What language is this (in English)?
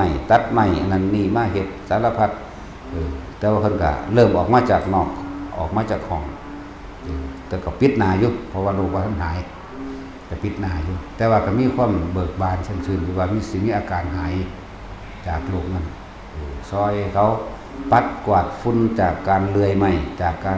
Northeastern Thai